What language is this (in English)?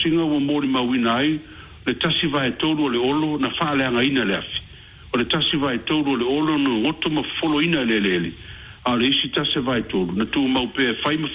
Samoan